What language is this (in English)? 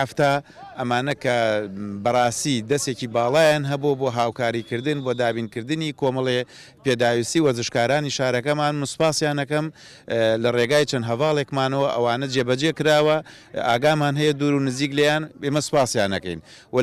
Central Kurdish